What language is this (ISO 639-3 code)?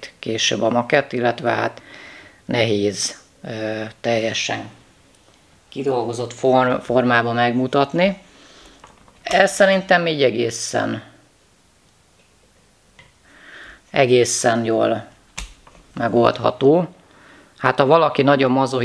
hun